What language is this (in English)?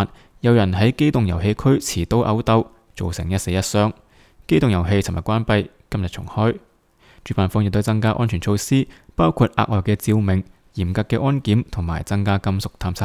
Cantonese